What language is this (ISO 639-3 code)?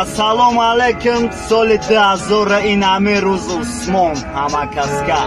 tgk